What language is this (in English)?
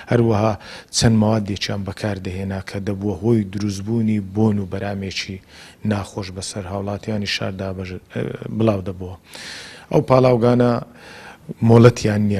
Central Kurdish